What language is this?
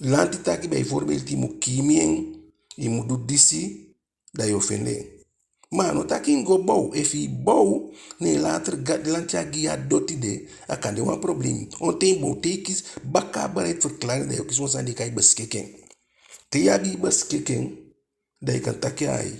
Eastern Maroon Creole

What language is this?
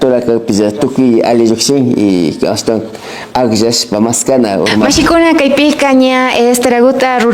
Imbabura Highland Quichua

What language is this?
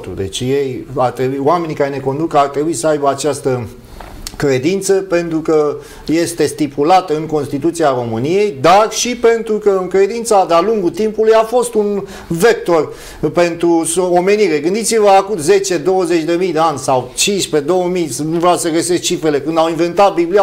Romanian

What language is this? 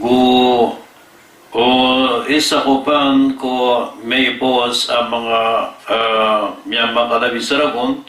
Maranao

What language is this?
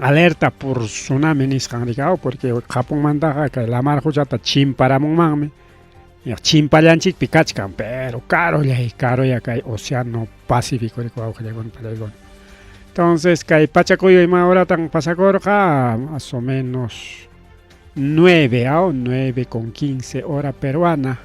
Ayacucho Quechua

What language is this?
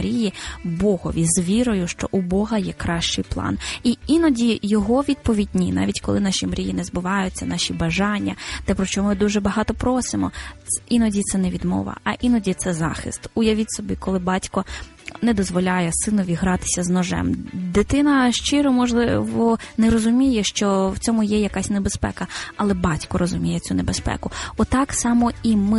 Ukrainian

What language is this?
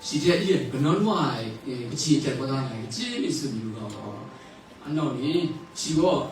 Kachin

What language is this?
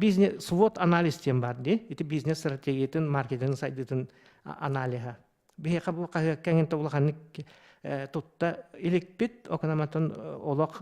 Yakut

